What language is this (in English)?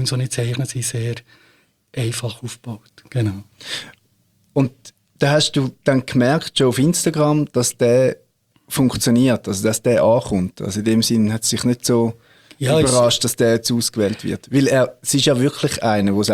German